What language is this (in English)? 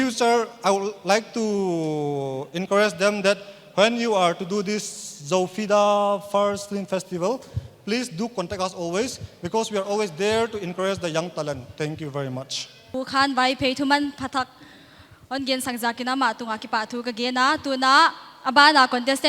Paite Chin